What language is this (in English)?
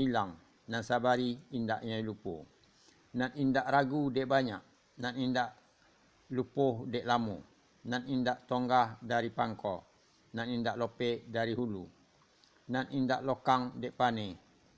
Minangkabau